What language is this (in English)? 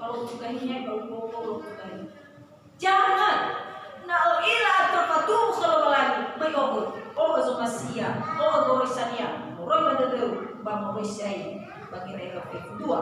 Nias